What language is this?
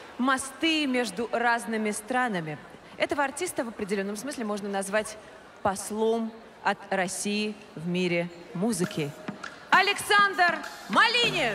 Russian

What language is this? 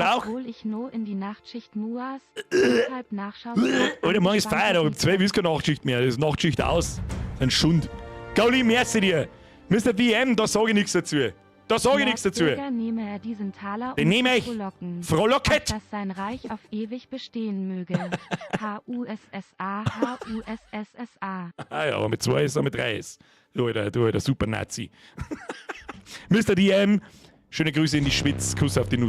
Bavarian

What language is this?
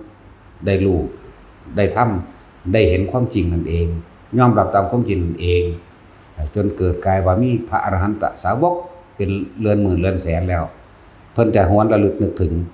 Northeastern Thai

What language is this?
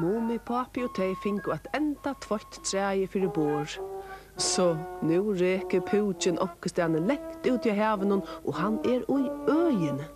Faroese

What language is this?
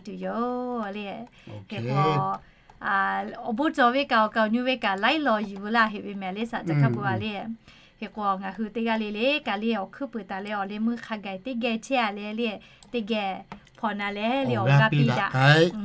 Lahu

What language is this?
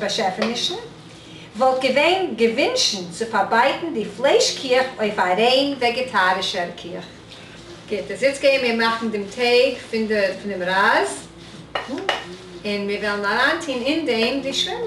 Yiddish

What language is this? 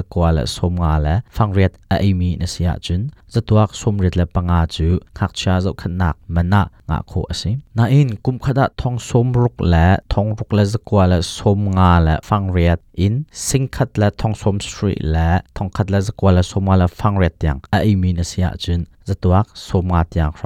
Hakha Chin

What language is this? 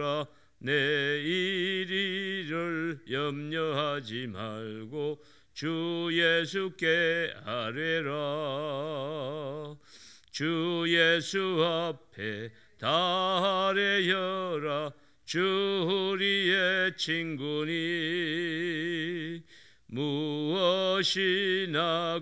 Korean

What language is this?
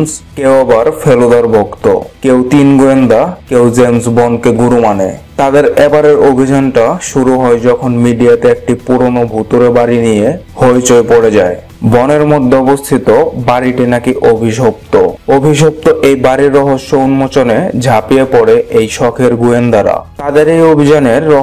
Bangla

